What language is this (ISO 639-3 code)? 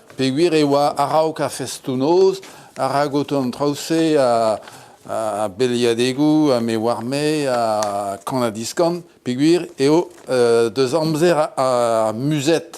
bre